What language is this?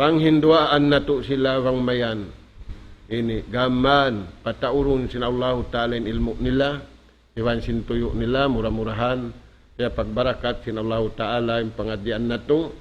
Tausug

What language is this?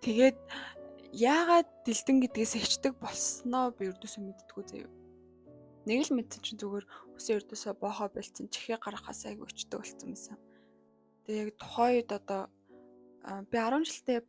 Mongolian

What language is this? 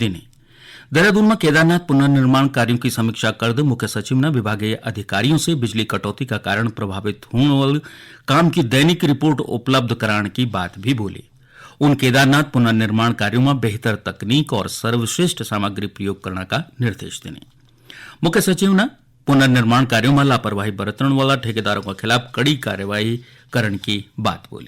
Garhwali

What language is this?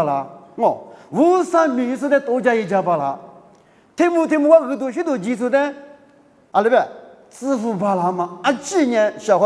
Lisu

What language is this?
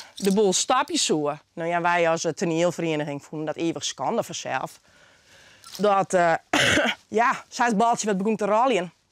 Western Frisian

